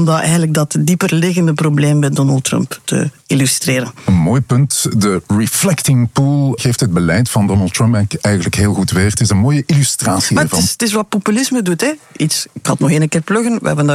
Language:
Dutch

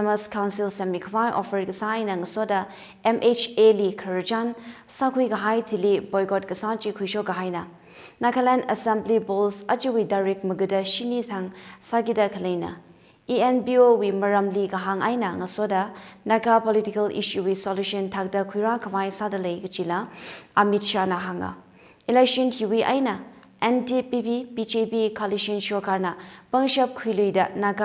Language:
Tangkhul Naga (India)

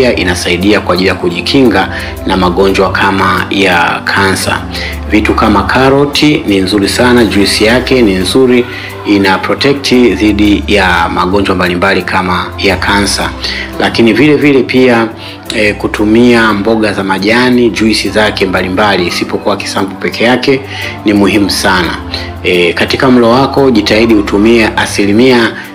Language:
Swahili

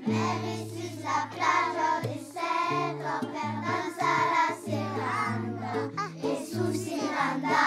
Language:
Occitan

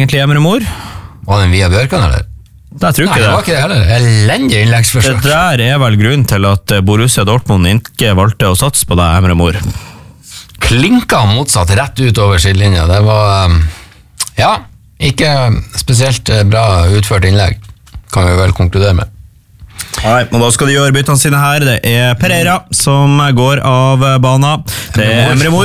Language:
Norwegian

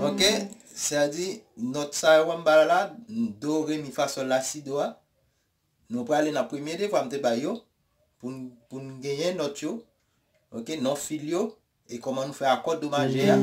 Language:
Haitian Creole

